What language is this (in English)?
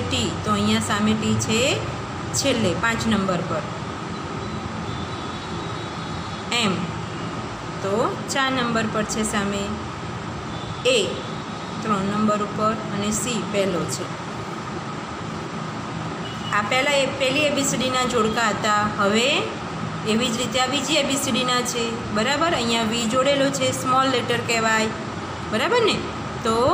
Gujarati